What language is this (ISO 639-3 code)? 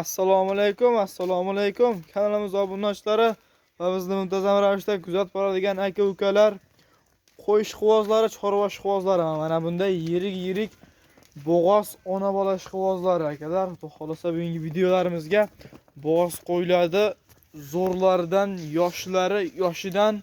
uzb